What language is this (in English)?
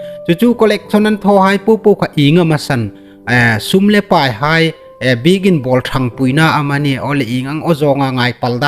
Hmar